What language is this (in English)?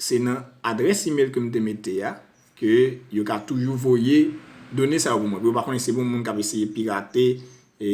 Haitian Creole